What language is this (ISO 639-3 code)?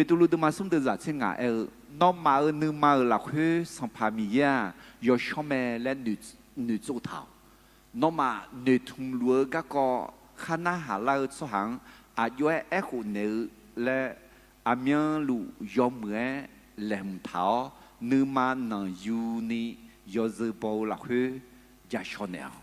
ahk